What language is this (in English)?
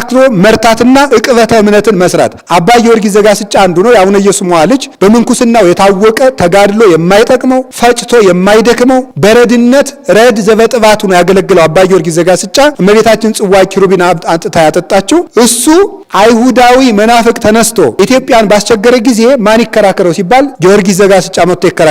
Amharic